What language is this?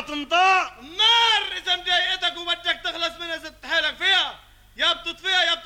North Levantine Arabic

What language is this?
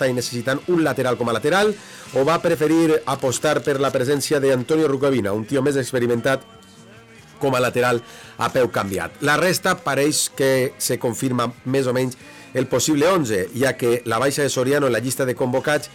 Catalan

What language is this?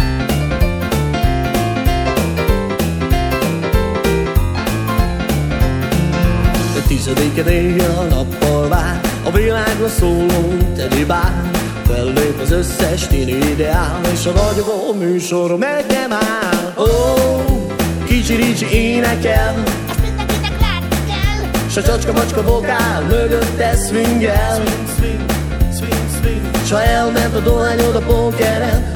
Hungarian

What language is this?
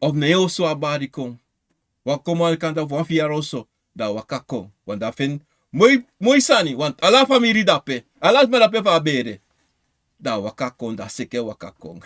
Sranan Tongo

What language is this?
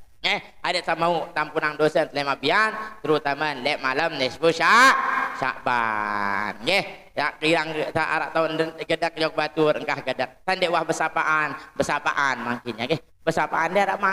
Sasak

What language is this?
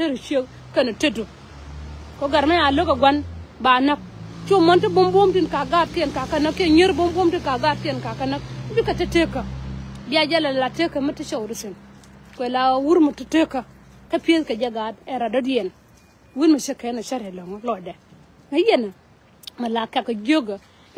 Nuer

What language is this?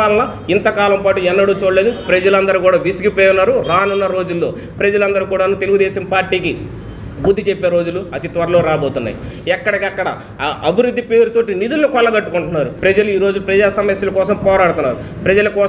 Telugu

